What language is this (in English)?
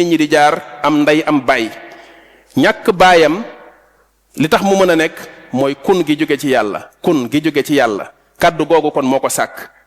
Wolof